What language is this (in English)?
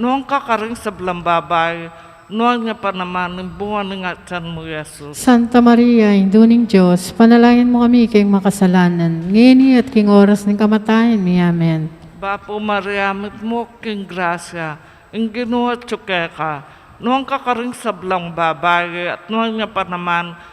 Pampanga